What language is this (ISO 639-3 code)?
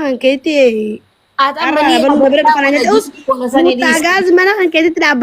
orm